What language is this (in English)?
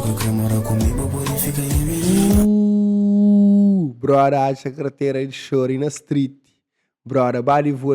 Kabuverdianu